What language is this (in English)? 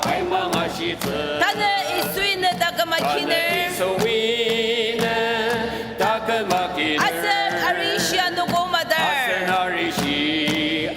Ao Naga